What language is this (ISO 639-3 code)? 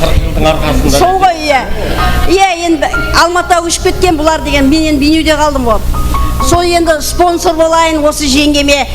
kaa